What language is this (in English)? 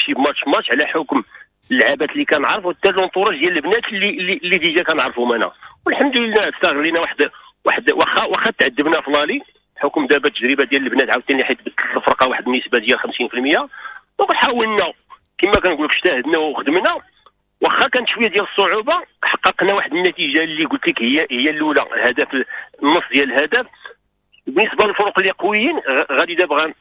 Moroccan Arabic